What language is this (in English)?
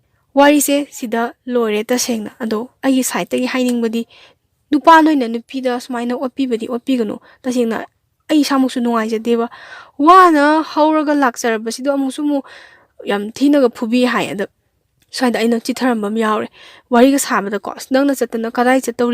Manipuri